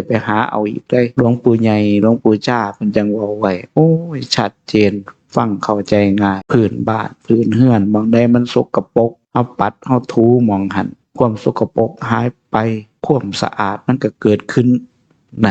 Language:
Northeastern Thai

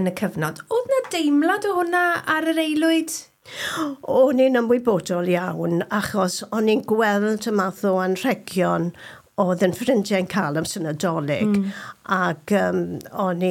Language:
Welsh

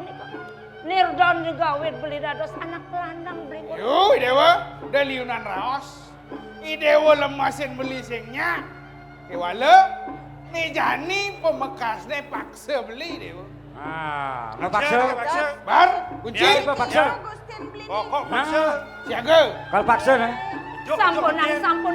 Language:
Balinese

